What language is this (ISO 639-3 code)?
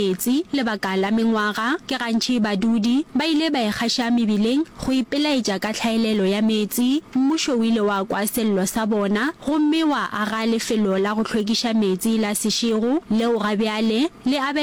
nso